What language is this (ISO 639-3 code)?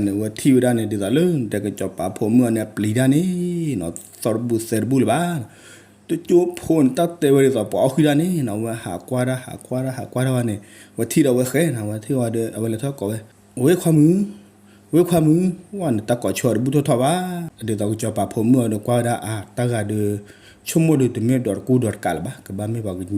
ksw